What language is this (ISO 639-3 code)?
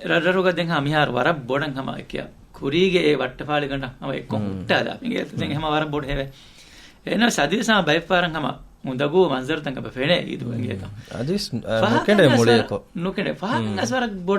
div